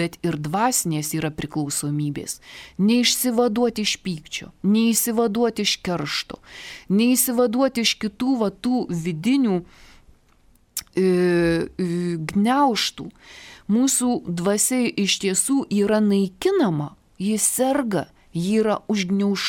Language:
Lithuanian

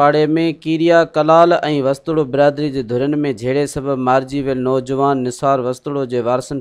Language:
Sindhi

